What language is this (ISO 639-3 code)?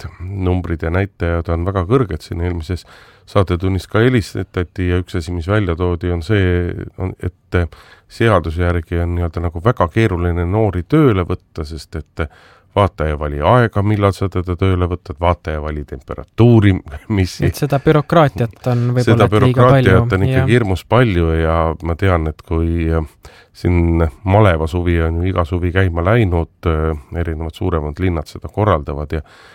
est